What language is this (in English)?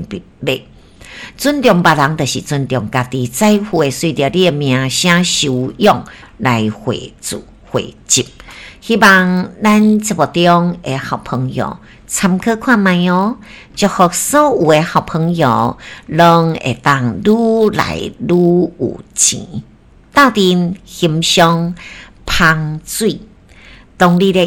Min Nan Chinese